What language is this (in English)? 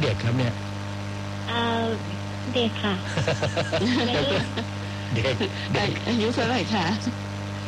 Thai